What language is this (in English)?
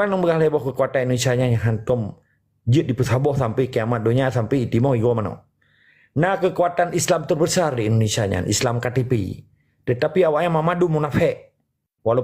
Achinese